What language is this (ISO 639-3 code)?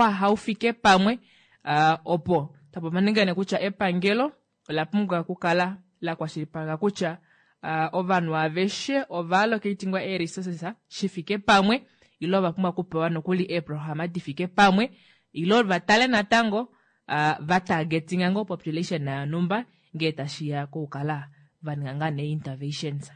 kua